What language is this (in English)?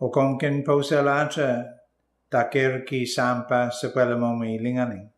Pohnpeian